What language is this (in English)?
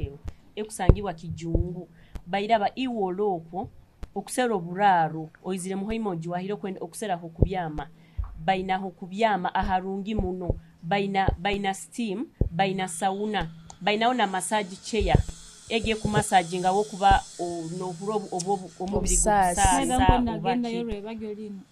Nyoro